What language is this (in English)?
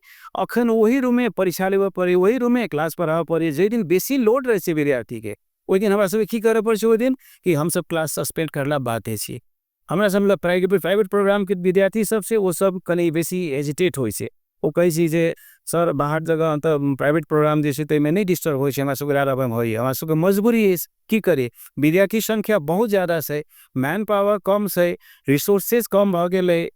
Maithili